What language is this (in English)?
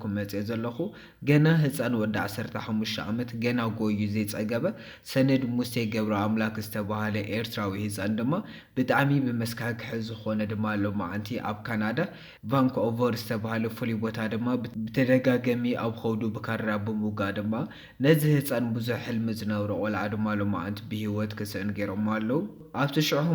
Tigrinya